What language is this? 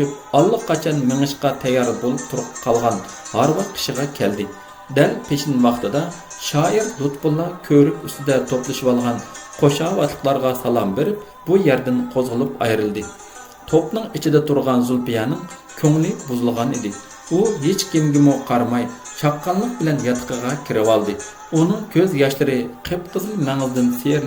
Uyghur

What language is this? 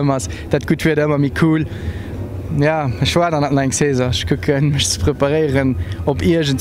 Luxembourgish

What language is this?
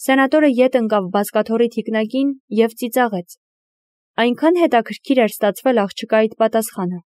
Armenian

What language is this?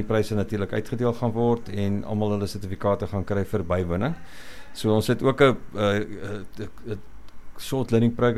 Afrikaans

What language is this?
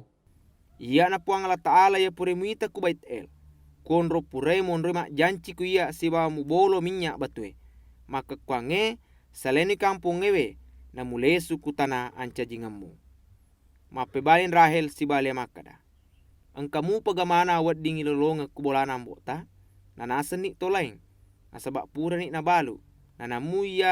Buginese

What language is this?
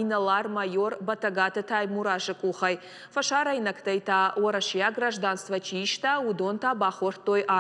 Ossetic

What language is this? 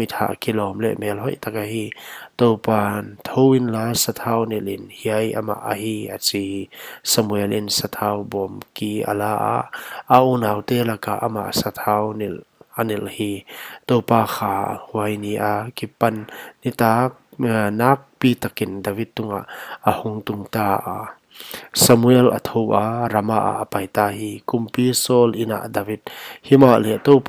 Paite Chin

